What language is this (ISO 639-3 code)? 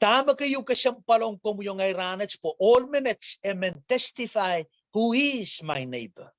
pon